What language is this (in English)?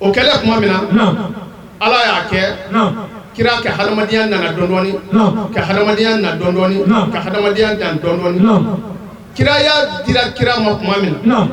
Bambara